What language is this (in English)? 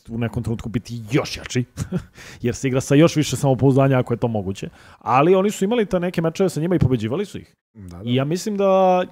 Serbian